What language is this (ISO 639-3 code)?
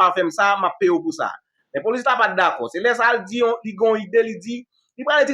hat